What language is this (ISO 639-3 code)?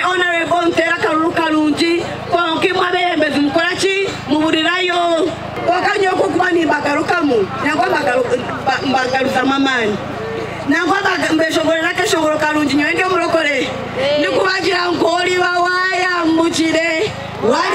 nyn